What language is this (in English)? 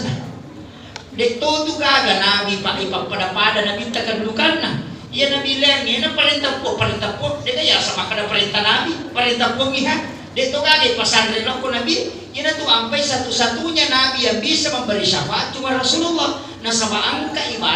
Buginese